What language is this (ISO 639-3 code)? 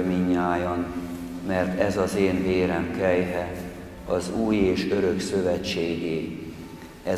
hun